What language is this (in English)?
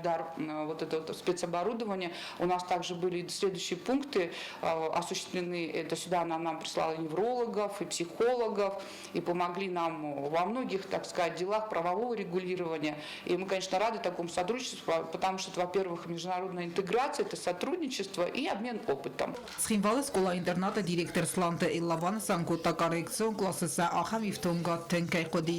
Ossetic